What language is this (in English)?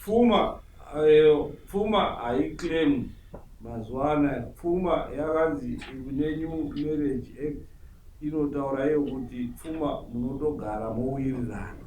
Shona